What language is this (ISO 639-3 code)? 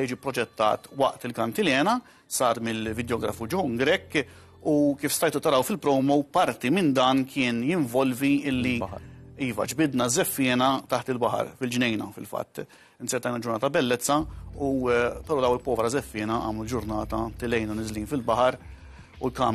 mlt